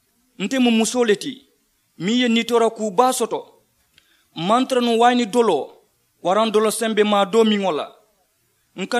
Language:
Mandingo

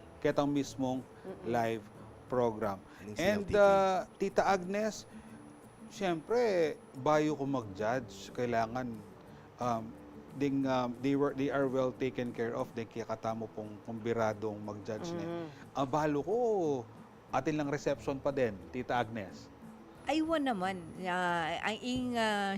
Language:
Pampanga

